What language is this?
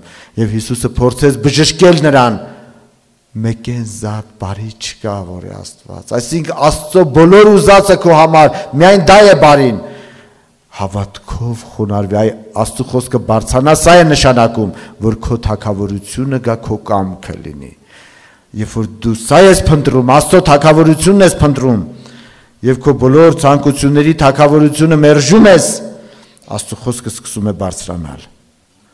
Armenian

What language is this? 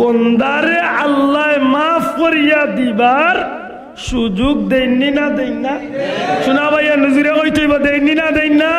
Sylheti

